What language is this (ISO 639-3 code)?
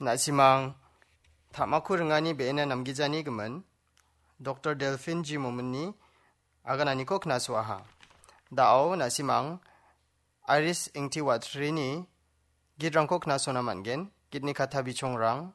grt